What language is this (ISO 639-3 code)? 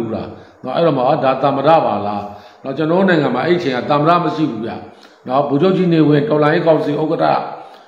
mya